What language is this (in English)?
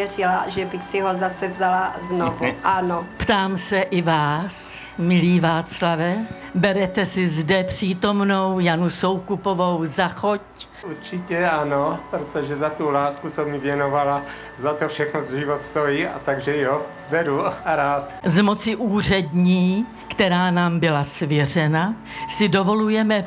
Czech